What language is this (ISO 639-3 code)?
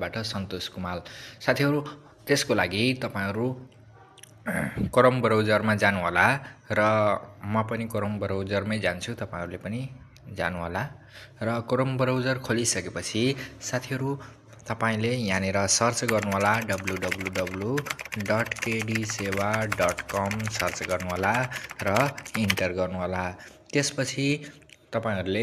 nep